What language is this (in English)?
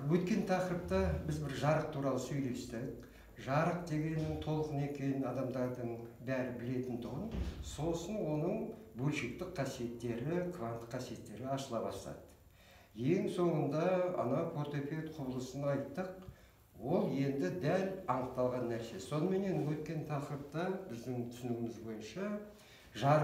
Kazakh